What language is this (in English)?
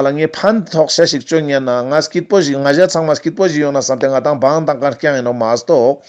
Ladakhi